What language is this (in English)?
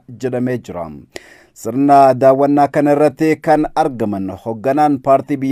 Oromo